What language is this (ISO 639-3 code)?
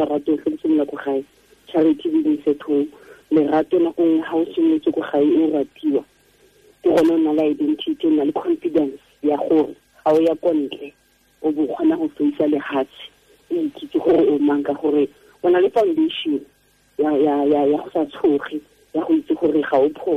tsn